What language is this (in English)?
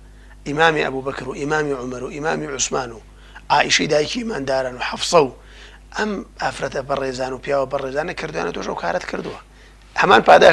Central Kurdish